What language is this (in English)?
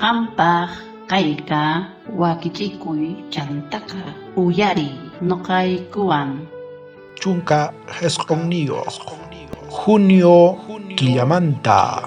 South Bolivian Quechua